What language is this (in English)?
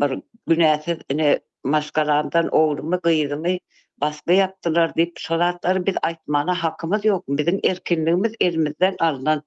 Turkmen